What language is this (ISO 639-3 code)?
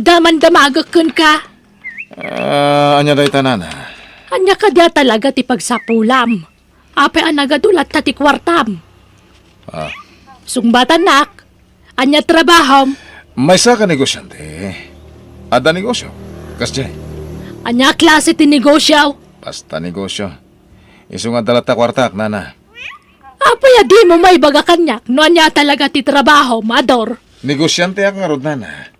ilo